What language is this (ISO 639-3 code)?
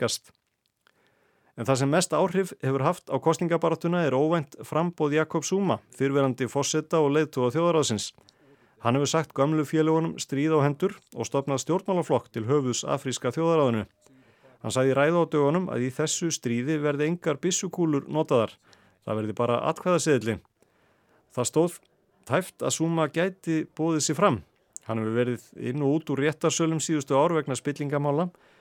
isl